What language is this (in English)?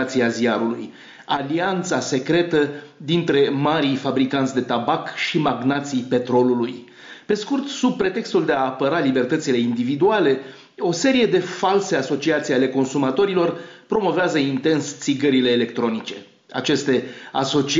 Romanian